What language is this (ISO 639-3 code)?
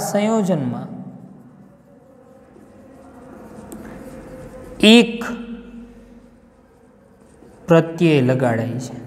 guj